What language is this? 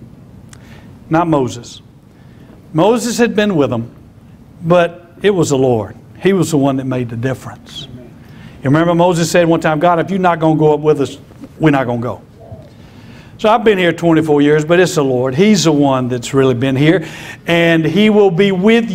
English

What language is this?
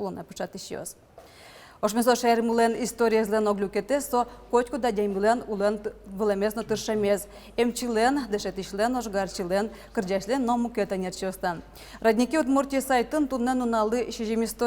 Udmurt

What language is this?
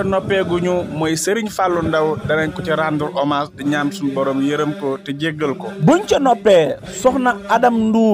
Wolof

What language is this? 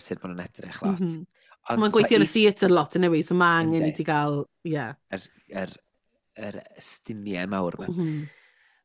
Welsh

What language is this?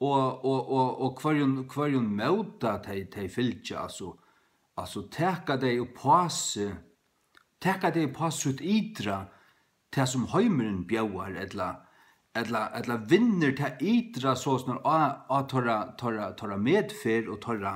Faroese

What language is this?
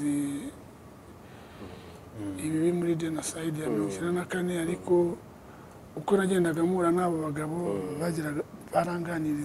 Kinyarwanda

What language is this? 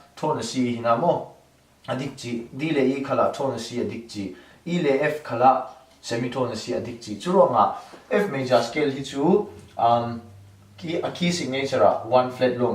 Falam Chin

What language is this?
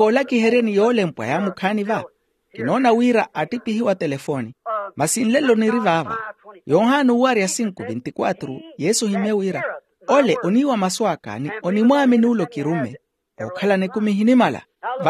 Makhuwa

